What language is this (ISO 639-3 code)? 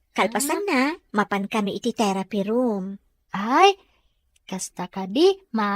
ilo